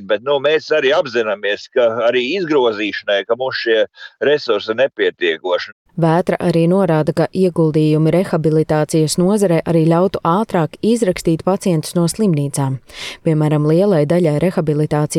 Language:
Latvian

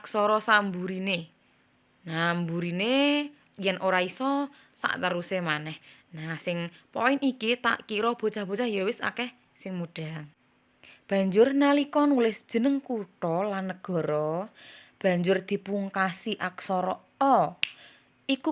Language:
Javanese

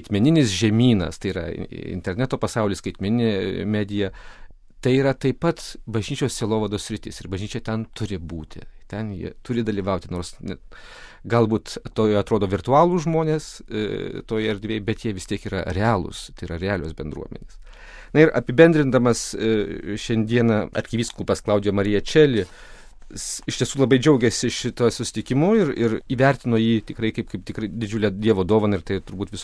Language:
Lithuanian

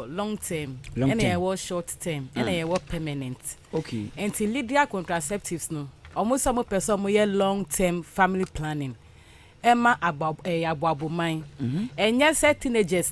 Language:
Akan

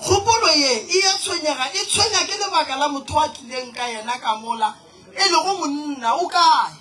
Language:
Northern Sotho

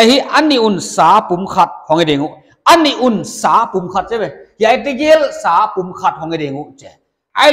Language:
Paite Chin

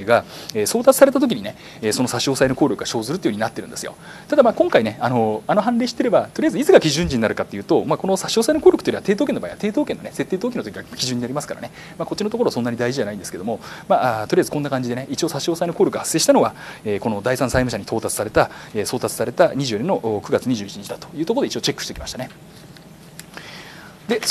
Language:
Japanese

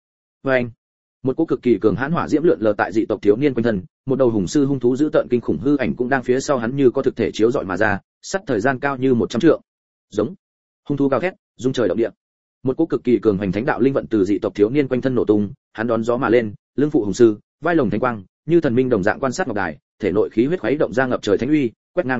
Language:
Vietnamese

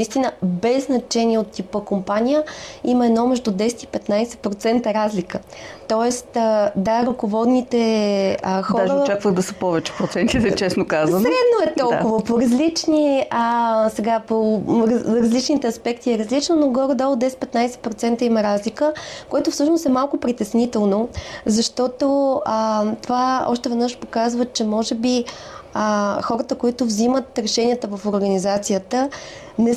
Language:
Bulgarian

